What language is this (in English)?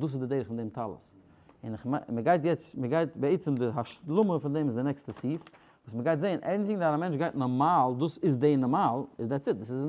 Yiddish